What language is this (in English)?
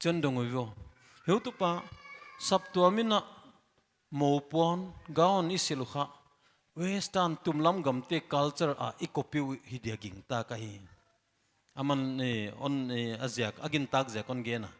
Paite Chin